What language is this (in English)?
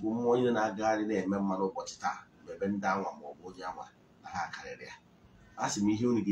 Igbo